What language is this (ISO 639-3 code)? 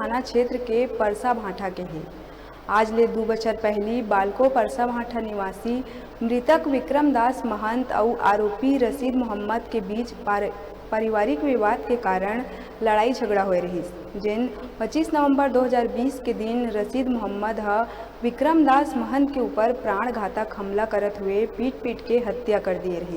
hne